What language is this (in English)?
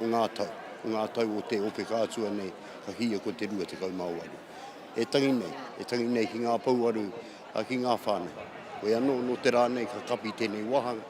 Māori